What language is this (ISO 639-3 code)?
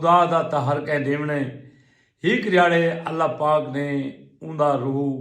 skr